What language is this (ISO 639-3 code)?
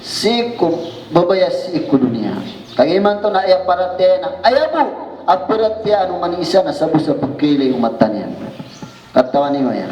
mrw